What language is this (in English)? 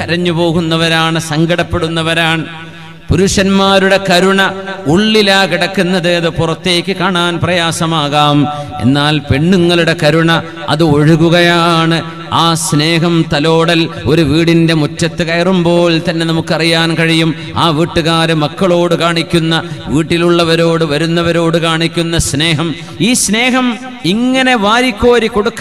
Malayalam